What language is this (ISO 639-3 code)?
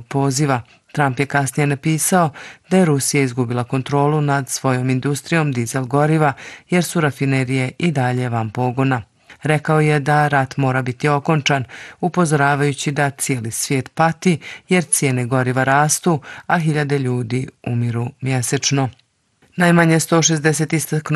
bos